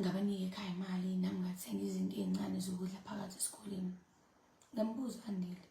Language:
Zulu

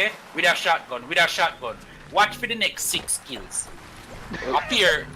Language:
Jamaican Creole English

